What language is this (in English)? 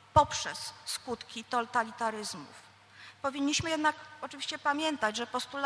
Polish